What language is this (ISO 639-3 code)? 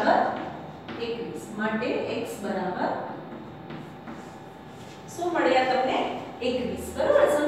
guj